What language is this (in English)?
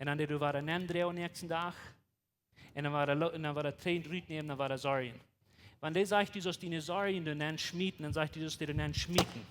Plautdietsch